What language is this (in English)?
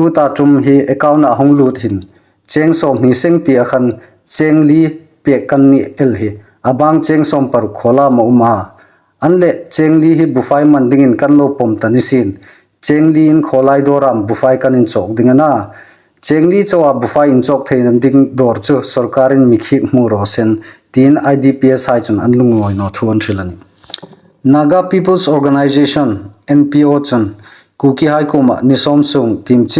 Hmar